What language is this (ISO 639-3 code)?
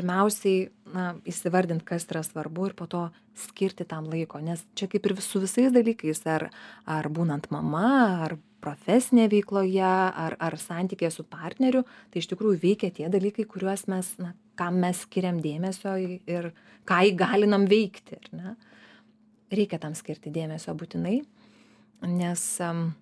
lit